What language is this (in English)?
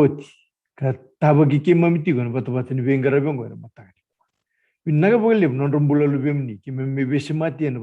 Fijian